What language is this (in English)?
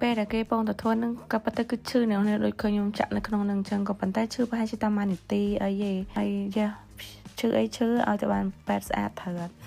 Khmer